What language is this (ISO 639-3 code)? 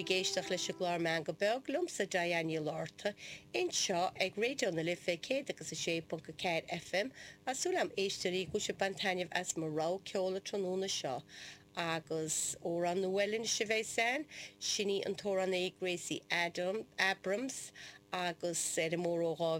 gle